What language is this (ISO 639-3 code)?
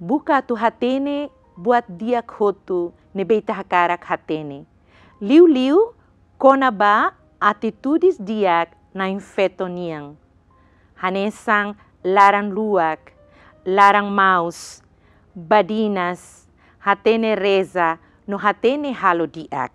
tet